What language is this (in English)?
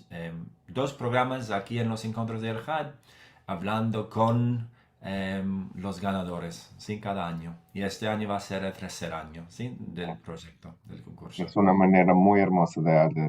Ladino